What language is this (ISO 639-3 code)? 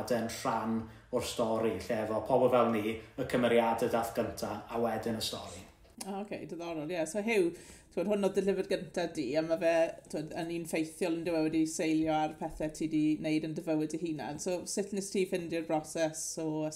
cym